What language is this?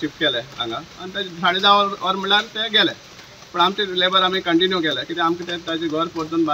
Konkani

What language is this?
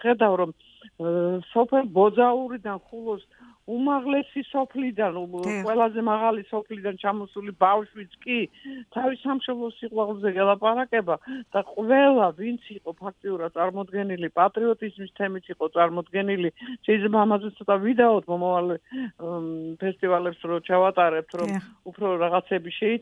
Georgian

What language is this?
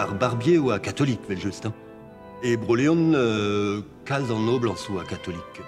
Breton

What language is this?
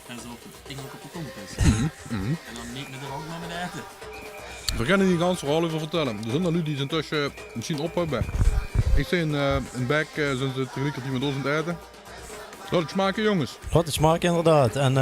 Limburgish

